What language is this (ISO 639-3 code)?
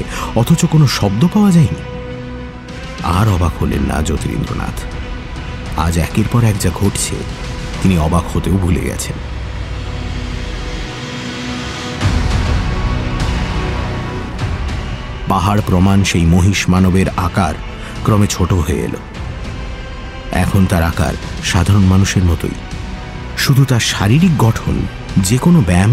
ben